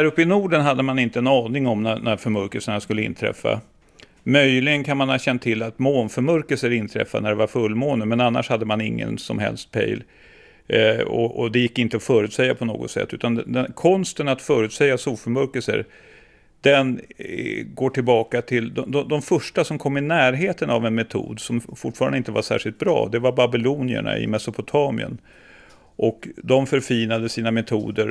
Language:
Swedish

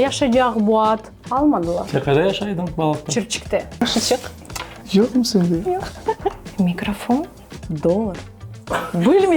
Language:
Crimean Tatar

